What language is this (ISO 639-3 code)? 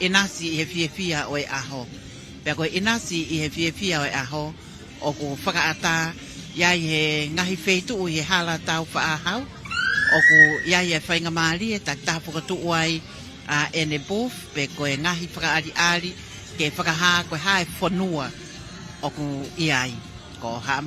ton